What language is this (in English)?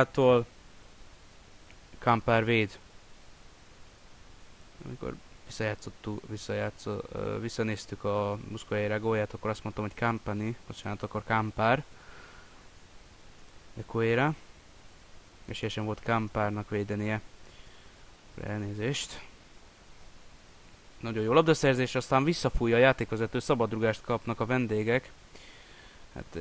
Hungarian